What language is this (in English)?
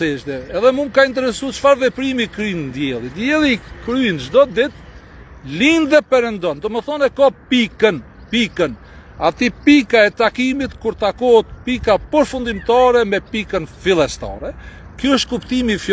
Albanian